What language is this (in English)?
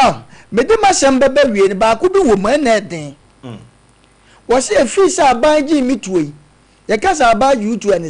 Akan